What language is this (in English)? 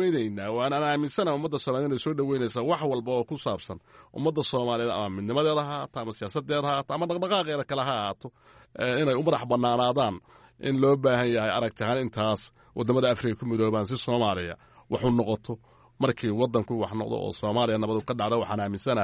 Somali